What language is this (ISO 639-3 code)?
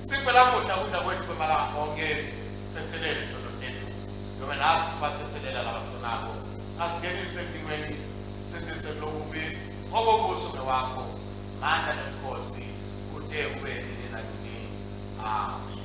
ssw